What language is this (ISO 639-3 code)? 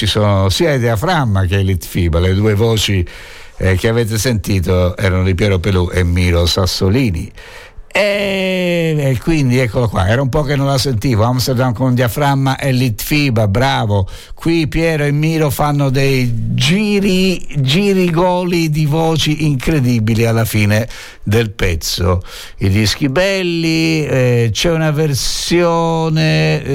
ita